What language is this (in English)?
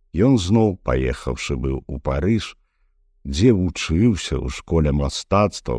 Belarusian